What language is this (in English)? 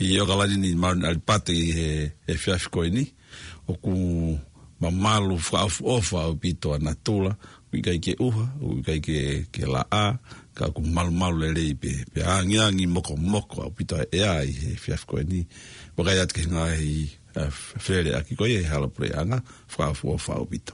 Tongan